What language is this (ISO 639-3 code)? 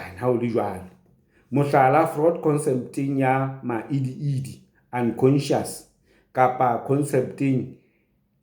sot